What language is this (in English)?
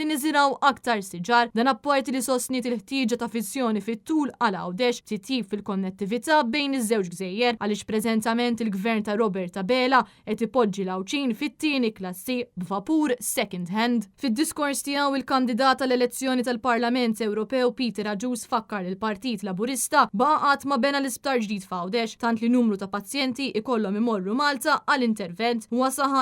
Maltese